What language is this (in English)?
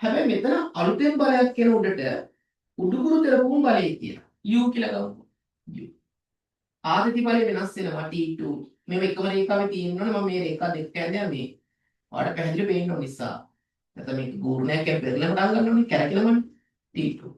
Sinhala